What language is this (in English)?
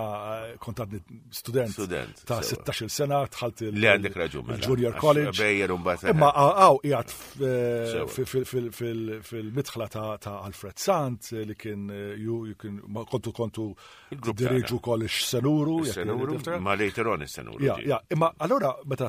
Maltese